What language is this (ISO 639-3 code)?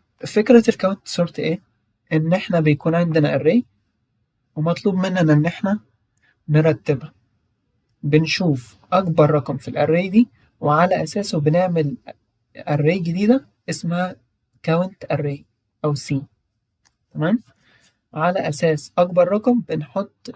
arz